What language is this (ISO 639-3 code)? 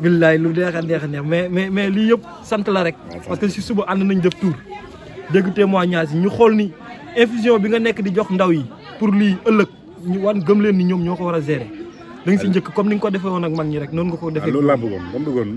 wol